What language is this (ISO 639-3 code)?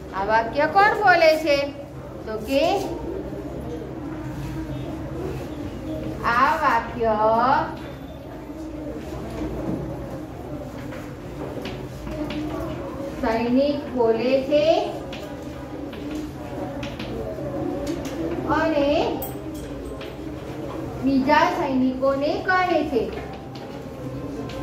guj